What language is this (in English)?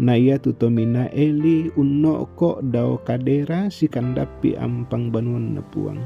Toraja-Sa'dan